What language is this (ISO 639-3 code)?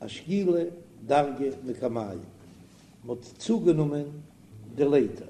yid